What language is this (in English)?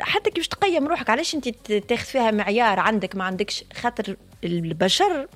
Tunisian Arabic